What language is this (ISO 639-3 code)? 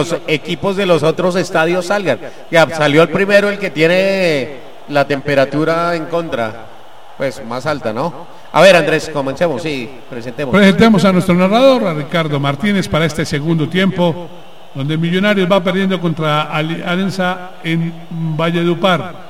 spa